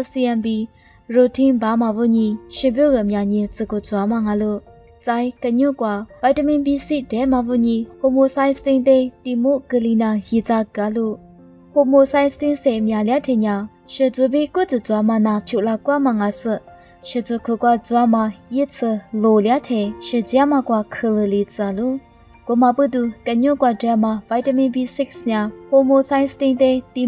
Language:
Lisu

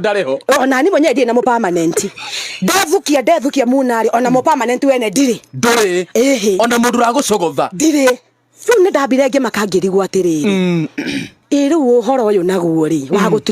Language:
Kikuyu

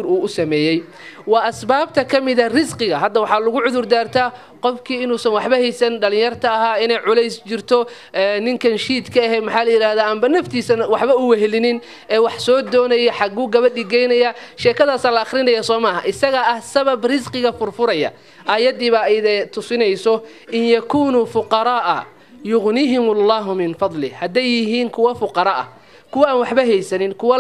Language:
Somali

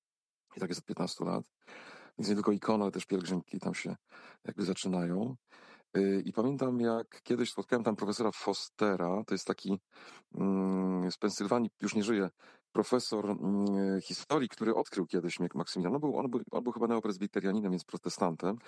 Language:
Polish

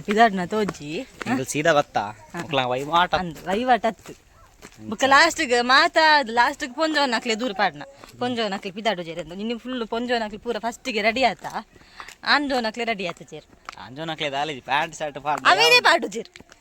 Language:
Tulu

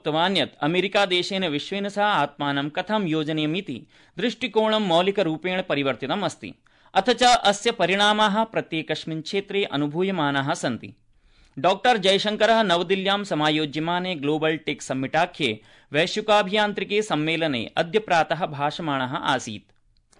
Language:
Sanskrit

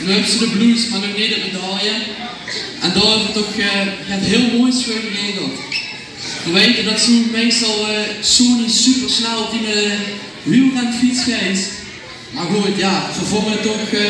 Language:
Limburgish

